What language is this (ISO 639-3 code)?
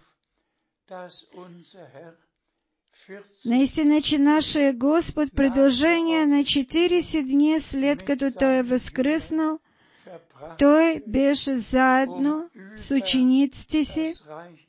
bul